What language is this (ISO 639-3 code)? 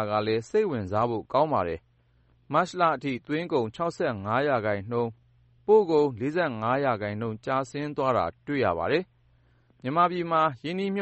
mya